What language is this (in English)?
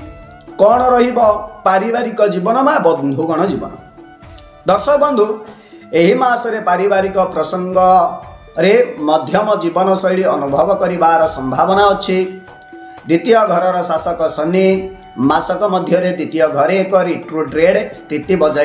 Odia